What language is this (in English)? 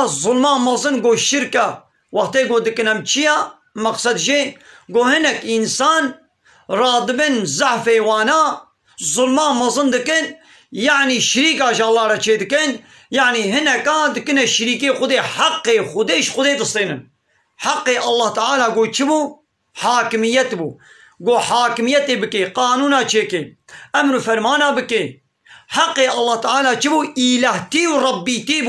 Kurdish